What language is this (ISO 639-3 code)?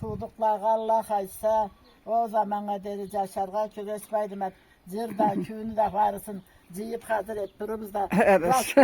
krc